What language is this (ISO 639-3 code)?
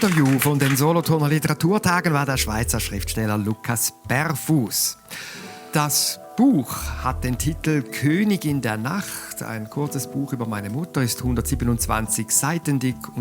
gsw